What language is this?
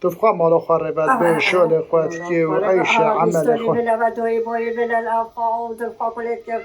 Kurdish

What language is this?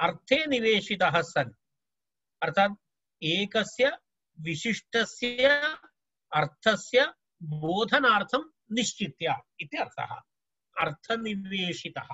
Sanskrit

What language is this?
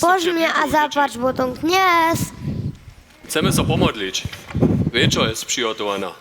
Upper Sorbian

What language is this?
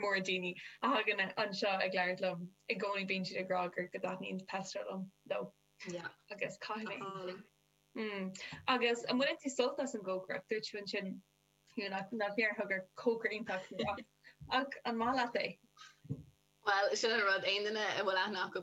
Irish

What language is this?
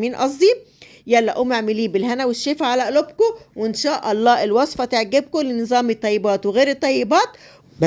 Egyptian Arabic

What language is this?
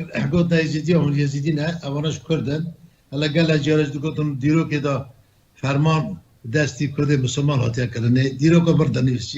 Kurdish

